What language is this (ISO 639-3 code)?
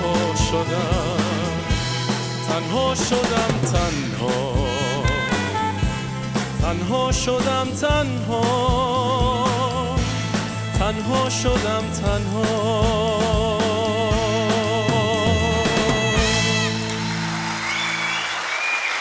fas